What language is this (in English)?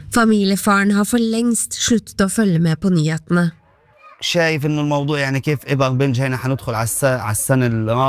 Norwegian